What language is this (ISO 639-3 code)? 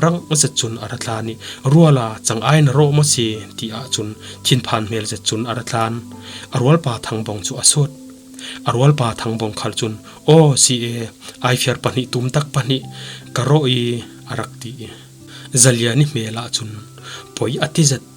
cfm